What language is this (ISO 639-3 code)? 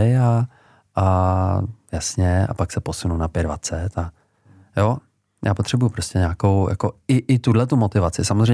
ces